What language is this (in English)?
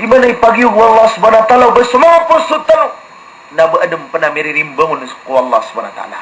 Maranao